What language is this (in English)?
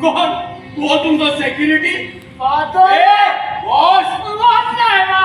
Konkani